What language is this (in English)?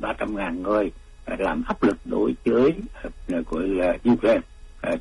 Vietnamese